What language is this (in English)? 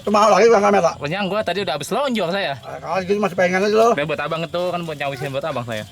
Betawi